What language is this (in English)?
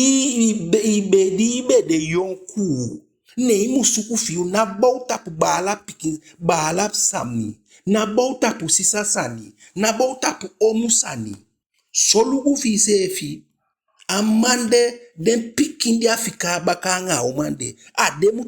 Eastern Maroon Creole